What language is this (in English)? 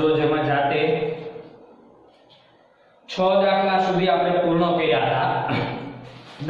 Gujarati